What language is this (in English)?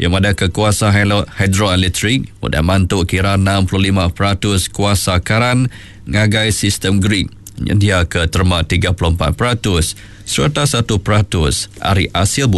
Iban